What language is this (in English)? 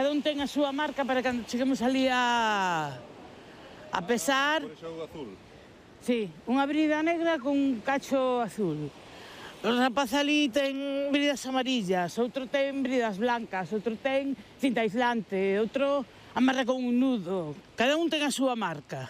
Galician